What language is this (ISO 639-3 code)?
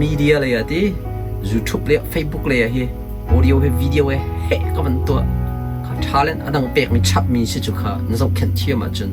cnh